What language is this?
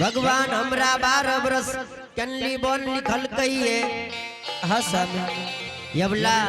Angika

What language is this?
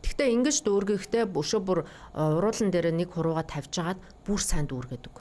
Mongolian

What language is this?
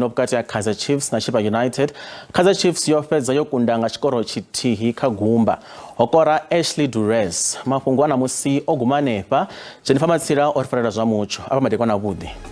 Venda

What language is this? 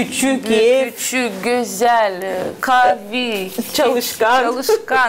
Gagauz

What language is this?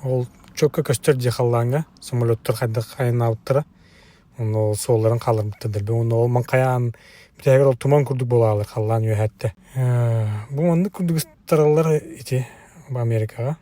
Yakut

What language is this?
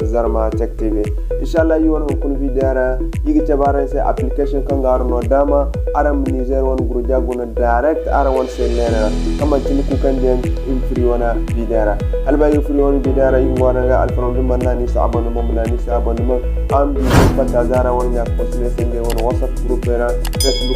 Zarma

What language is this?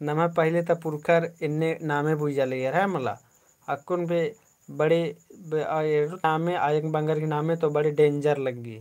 Kurukh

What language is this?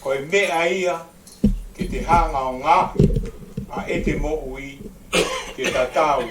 Tongan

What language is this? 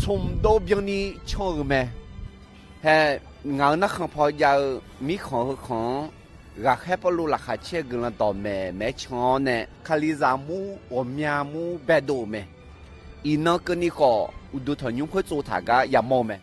Akha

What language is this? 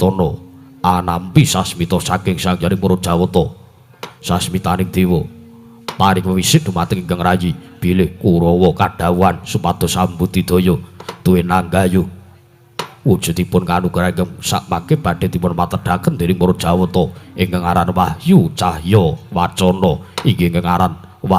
Javanese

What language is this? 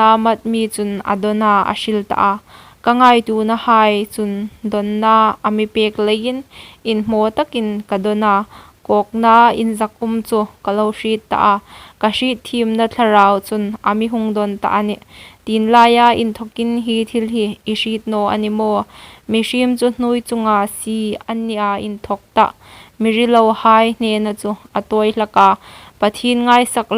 Hmar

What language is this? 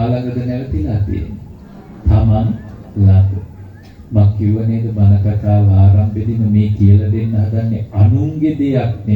Sinhala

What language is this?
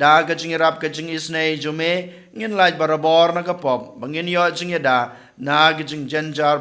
Khasi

